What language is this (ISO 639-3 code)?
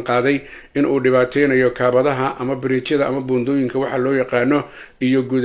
som